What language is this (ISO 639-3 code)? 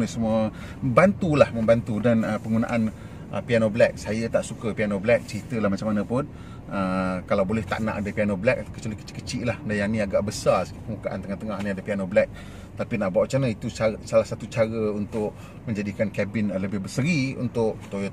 msa